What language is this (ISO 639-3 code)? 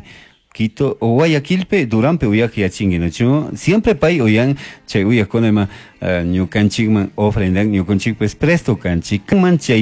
qug